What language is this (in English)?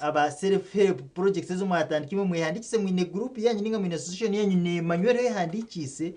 Nyankole